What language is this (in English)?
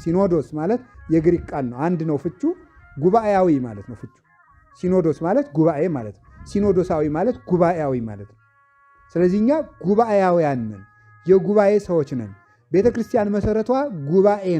Amharic